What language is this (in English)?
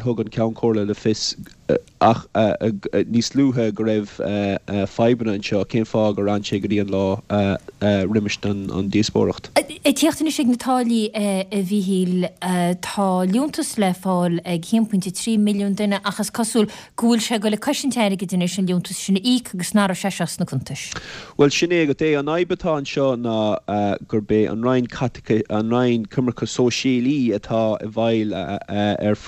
Irish